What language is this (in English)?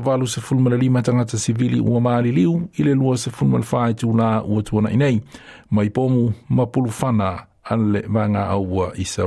Samoan